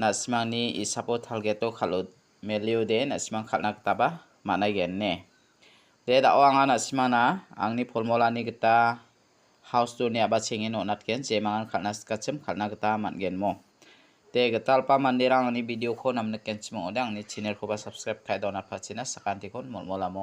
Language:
Garo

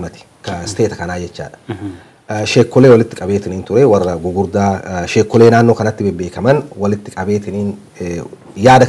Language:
Oromo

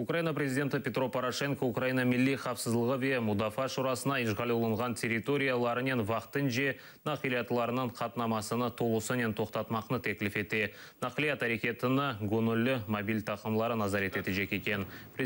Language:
Crimean Tatar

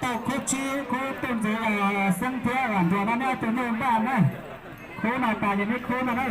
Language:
Hmong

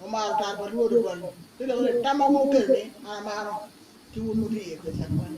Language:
Acoli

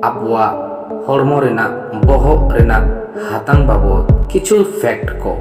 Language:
Santali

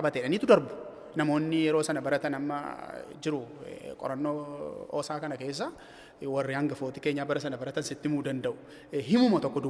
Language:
Oromo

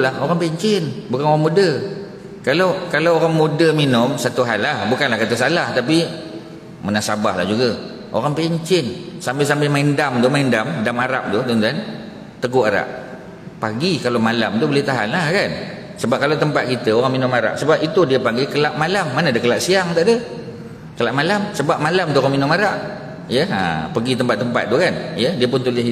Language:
Malay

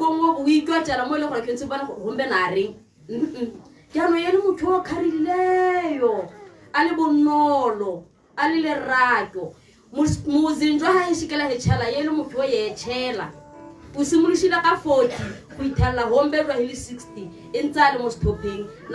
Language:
Tswana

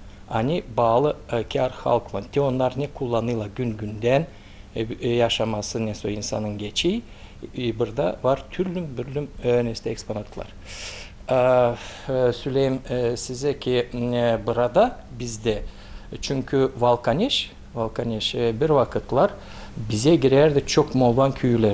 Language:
Gagauz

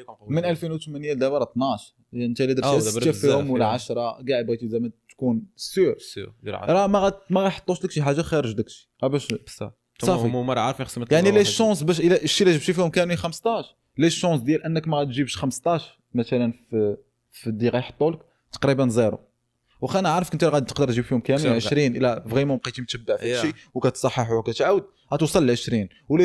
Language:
Moroccan Arabic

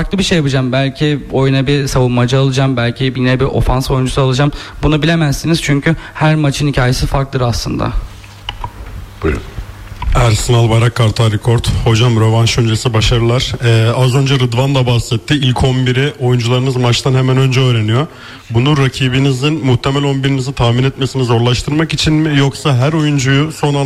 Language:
Turkish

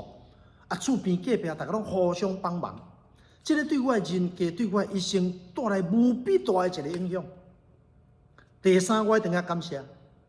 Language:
Min Nan Chinese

